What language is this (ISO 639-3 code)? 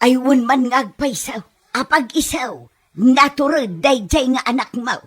ilo